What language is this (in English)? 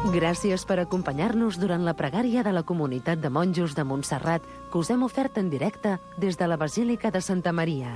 Catalan